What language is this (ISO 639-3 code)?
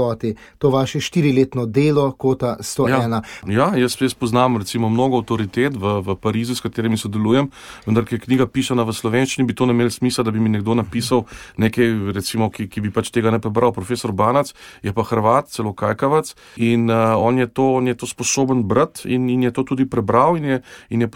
slv